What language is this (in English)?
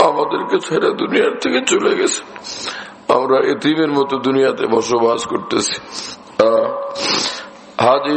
Bangla